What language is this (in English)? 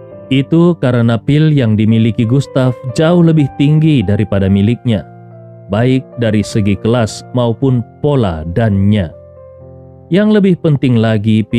Indonesian